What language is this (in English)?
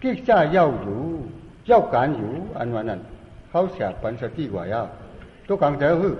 Shan